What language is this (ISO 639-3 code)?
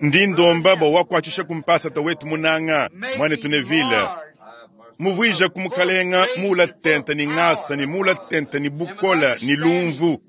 lua